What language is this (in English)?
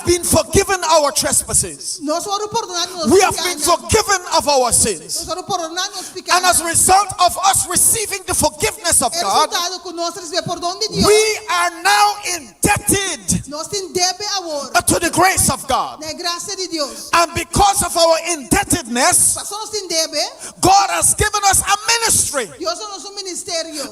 Papiamento